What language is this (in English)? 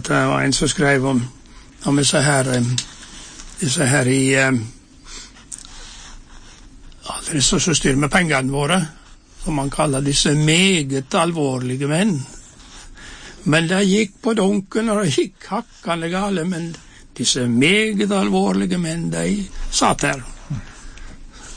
Norwegian